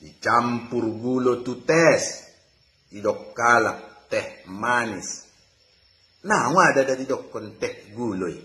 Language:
Batak Toba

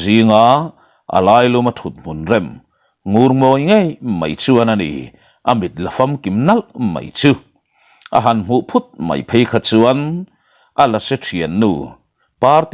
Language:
Mizo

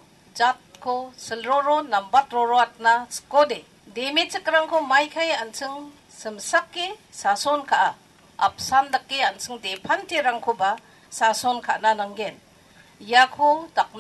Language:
Garo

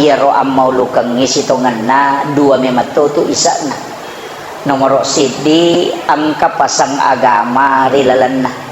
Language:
Buginese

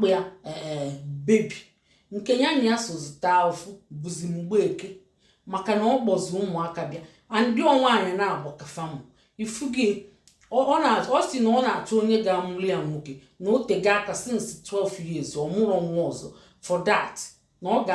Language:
Igbo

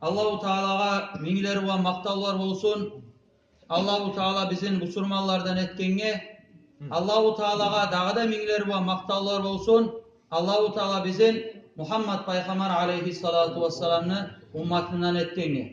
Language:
Kumyk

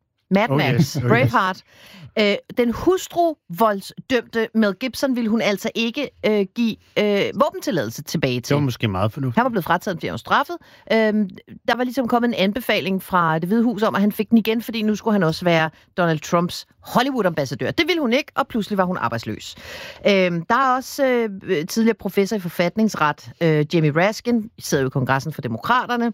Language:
Danish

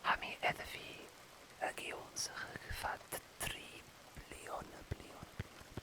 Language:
Scottish Gaelic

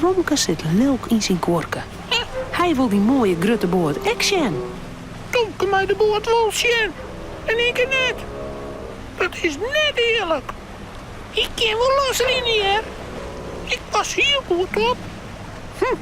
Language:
Western Frisian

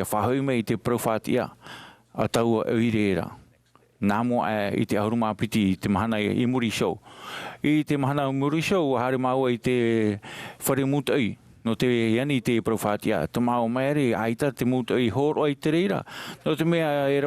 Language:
Tahitian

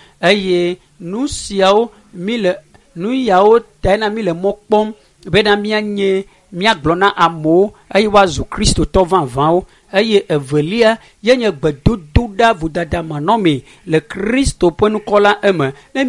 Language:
Ewe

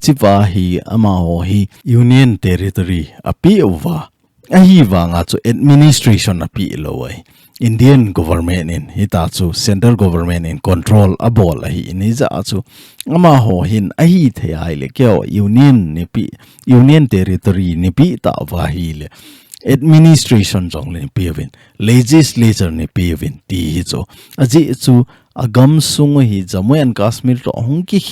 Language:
Thado Chin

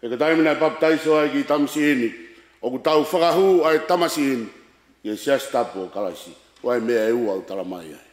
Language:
Tongan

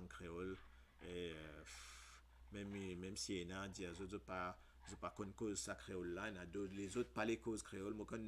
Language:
Morisyen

